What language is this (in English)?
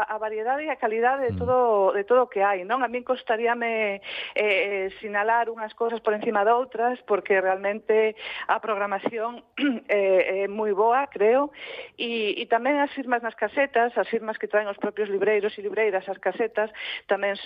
Galician